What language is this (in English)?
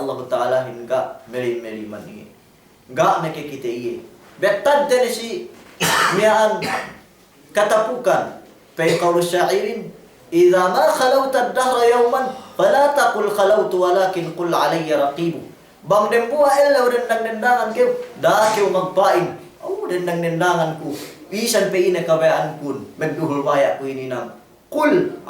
Yakan